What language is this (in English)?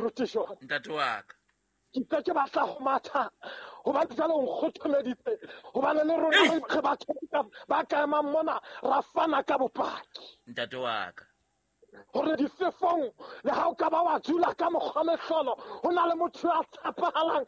Southern Sotho